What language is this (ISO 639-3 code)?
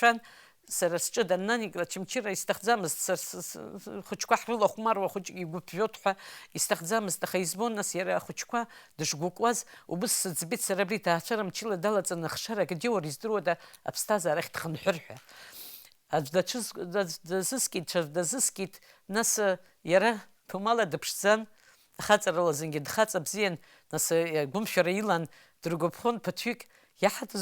abk